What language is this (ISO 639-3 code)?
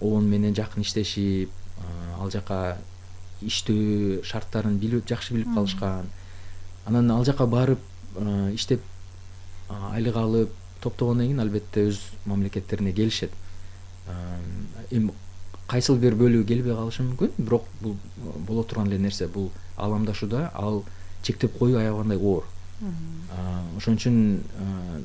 kir